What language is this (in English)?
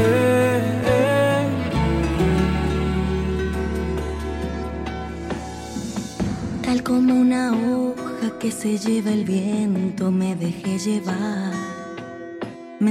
Spanish